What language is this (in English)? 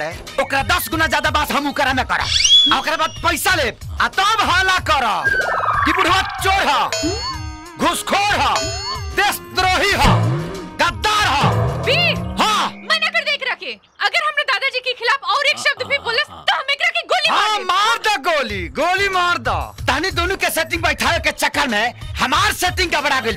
Bhojpuri